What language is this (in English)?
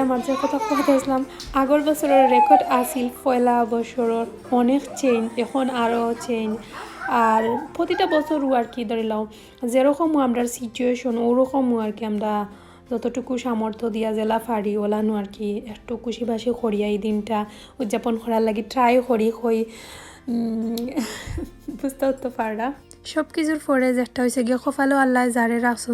Sylheti